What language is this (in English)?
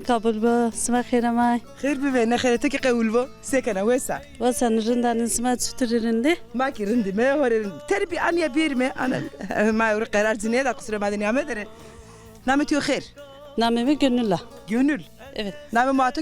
Zaza